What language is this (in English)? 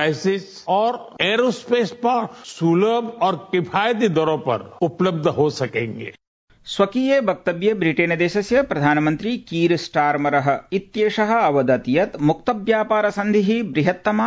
Sanskrit